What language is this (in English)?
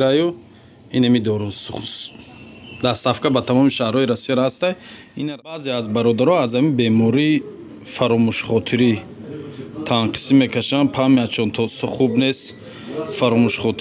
Tajik